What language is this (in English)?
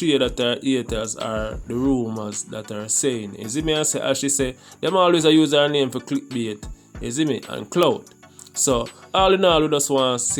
Jamaican Creole English